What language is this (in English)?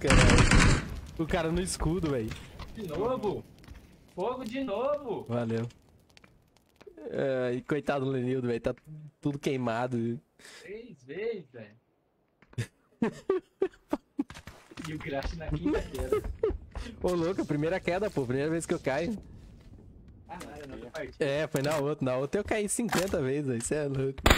Portuguese